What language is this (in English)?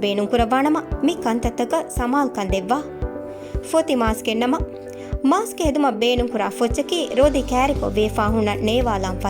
Divehi